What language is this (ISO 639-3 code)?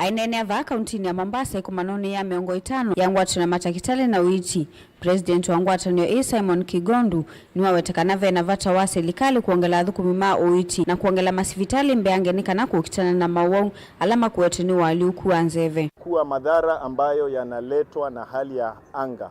kam